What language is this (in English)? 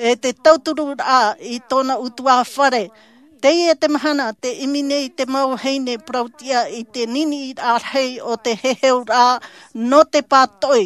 Tahitian